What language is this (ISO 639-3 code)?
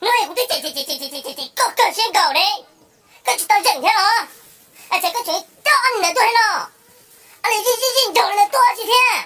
hmn